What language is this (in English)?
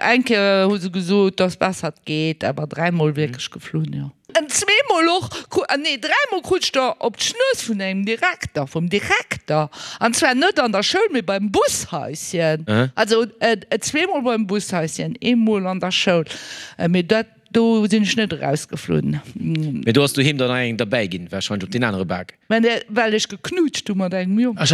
Luxembourgish